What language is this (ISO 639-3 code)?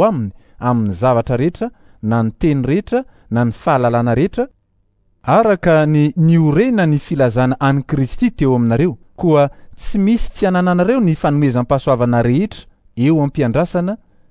mlg